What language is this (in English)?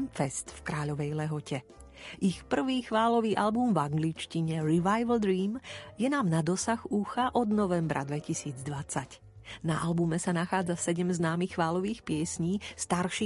Slovak